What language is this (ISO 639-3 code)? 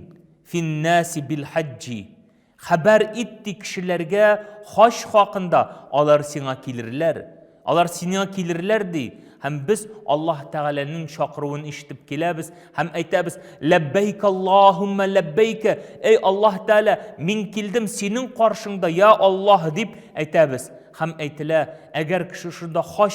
tat